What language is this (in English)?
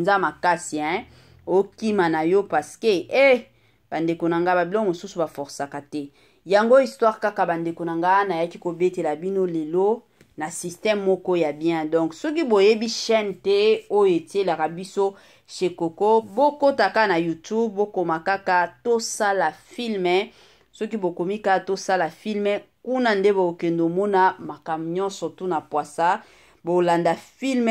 Lingala